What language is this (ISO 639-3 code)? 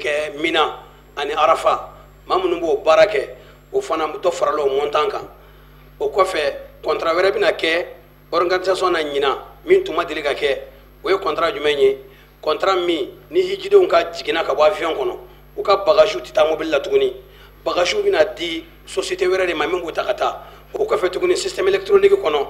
bam